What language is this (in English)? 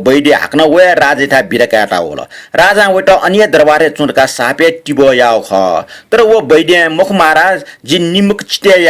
Newari